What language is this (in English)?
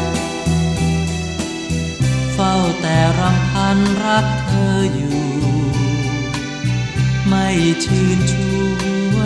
Thai